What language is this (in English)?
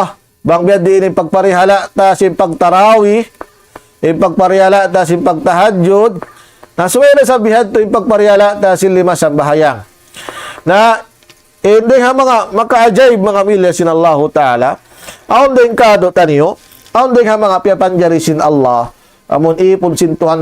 Tausug